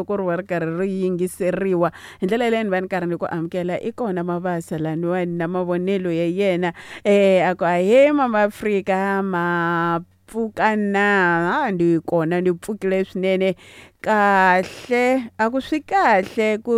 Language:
Tsonga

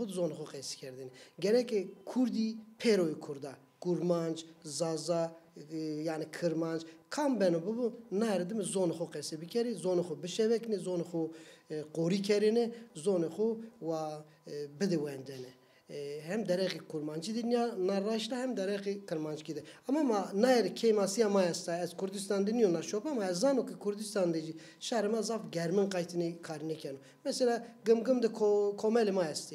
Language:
Zaza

